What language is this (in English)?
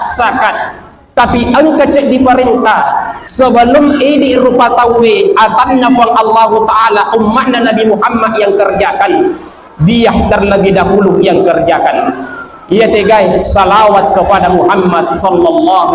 Buginese